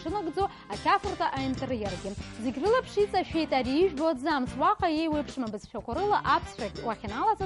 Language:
Abkhazian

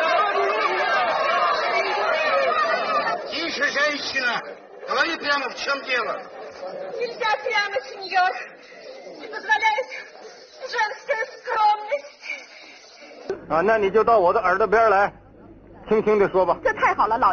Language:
Chinese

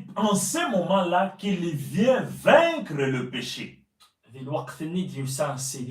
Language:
Kabyle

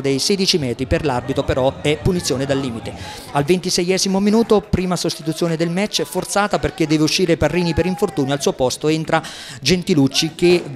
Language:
Italian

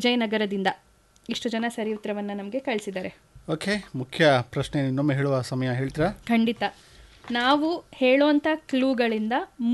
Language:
Kannada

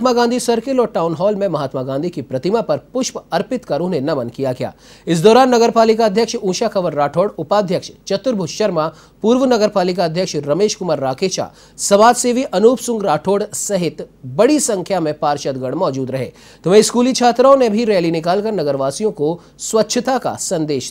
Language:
Hindi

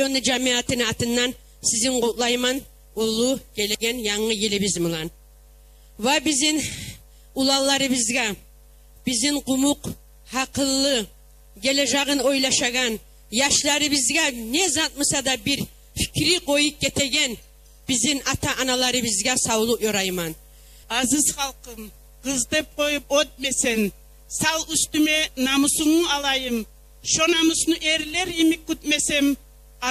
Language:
Kumyk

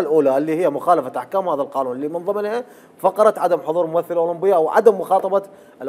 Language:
Mesopotamian Arabic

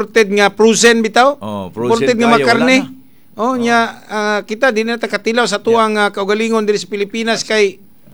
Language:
Cebuano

